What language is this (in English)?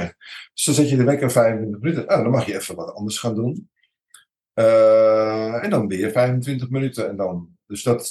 Dutch